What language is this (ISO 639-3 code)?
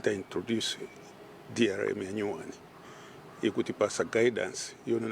nya